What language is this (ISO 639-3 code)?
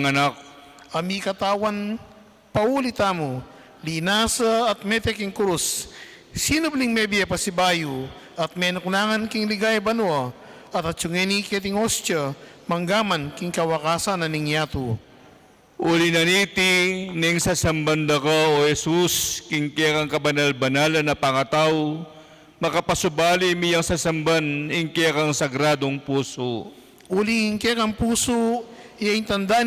pam